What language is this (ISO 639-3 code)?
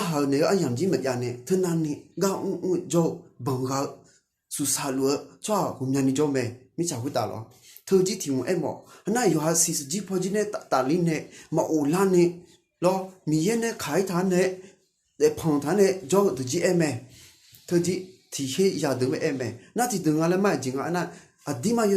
ahk